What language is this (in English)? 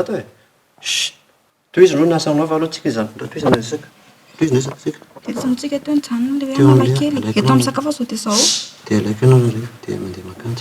Malagasy